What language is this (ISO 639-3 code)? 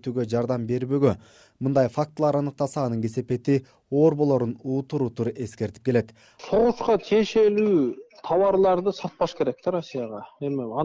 kir